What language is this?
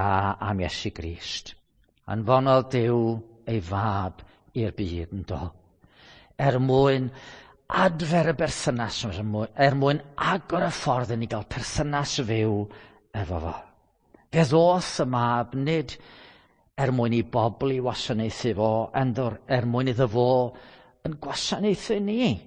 Welsh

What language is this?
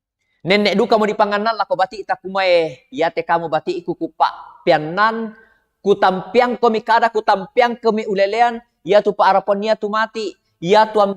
Toraja-Sa'dan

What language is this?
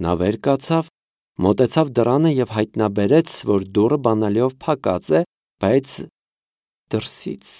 Armenian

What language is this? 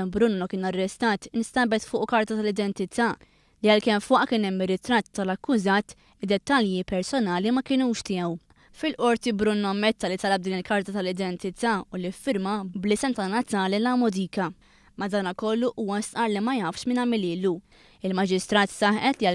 Maltese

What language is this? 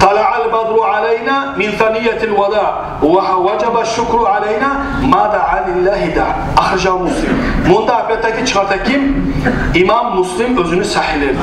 Kumyk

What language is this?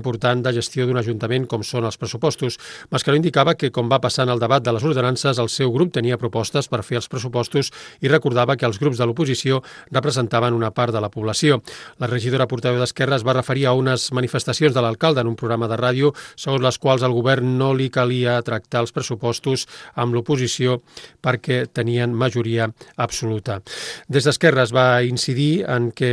Catalan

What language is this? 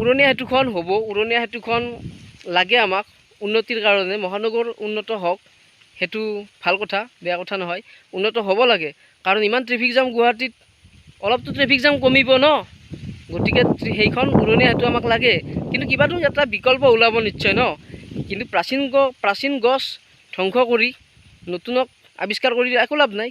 Assamese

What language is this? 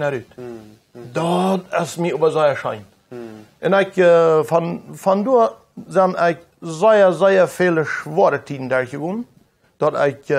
Plautdietsch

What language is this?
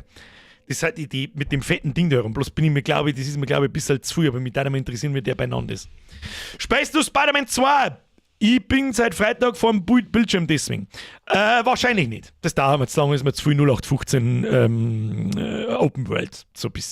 Bavarian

